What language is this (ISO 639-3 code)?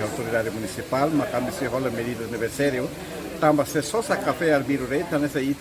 tet